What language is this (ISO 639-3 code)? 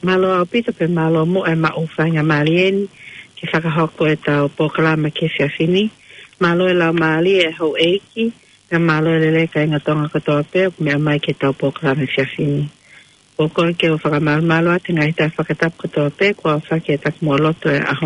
ton